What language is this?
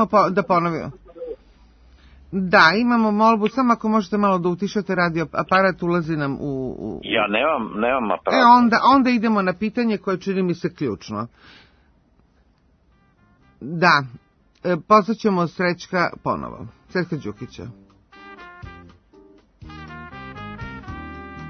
Serbian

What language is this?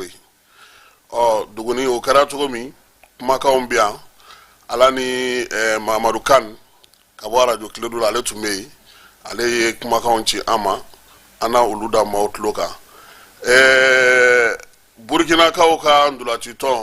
Bambara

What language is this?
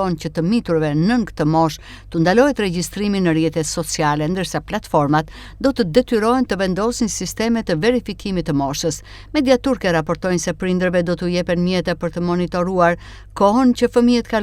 Albanian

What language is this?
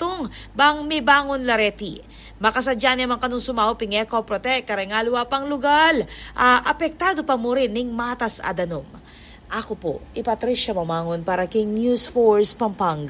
Pampanga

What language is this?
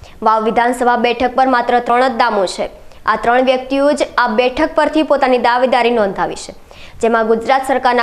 Gujarati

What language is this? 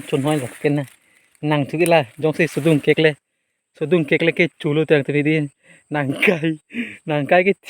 Karbi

